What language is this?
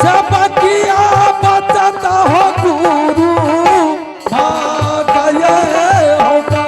Angika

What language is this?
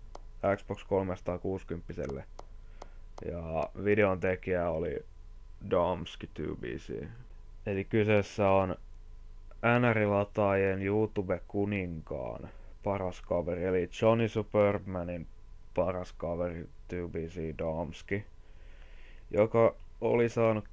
Finnish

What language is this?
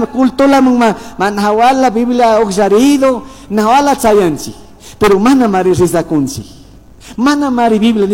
Chimborazo Highland Quichua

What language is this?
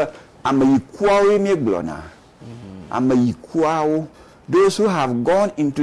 Ewe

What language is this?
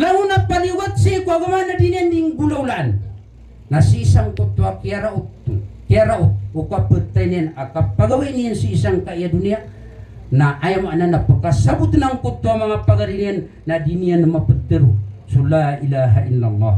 Maranao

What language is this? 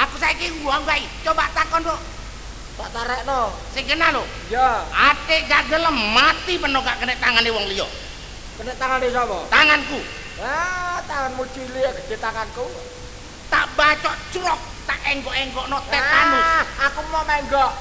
Javanese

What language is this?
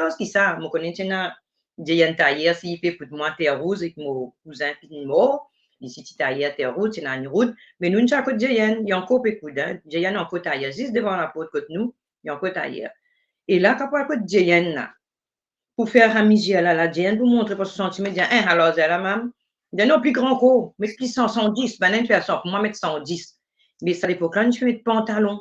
Morisyen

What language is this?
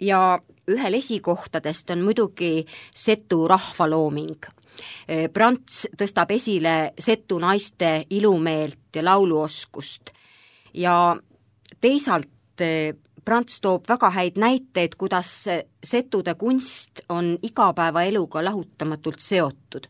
Estonian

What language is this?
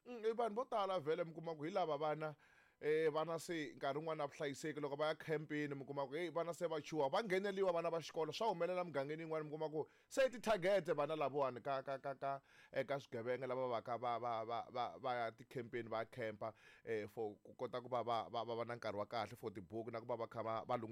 Tsonga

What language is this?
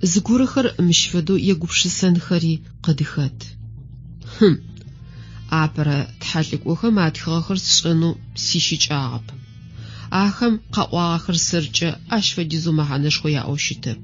Adyghe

